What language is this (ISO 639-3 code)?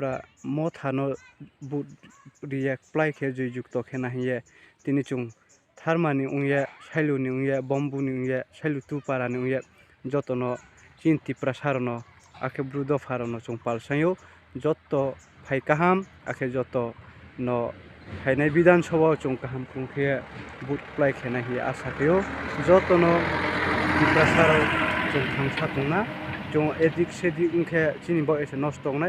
ria